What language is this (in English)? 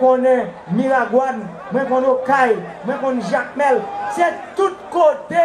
Haitian Creole